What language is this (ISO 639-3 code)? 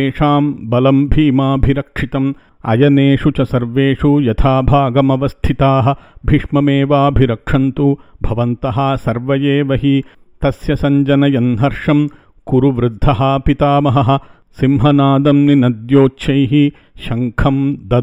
san